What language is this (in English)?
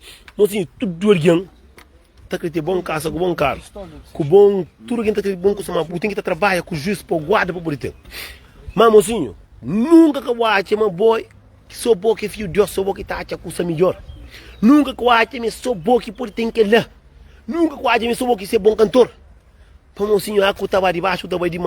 Kabuverdianu